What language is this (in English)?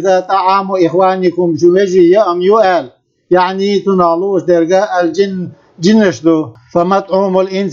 Chechen